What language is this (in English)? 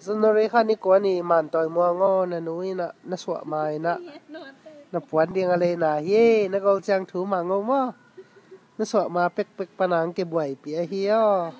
Tedim Chin